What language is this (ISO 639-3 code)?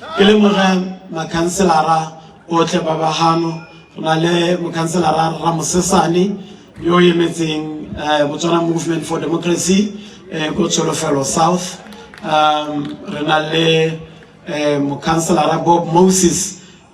tsn